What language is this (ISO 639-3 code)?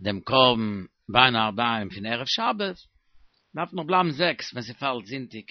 yid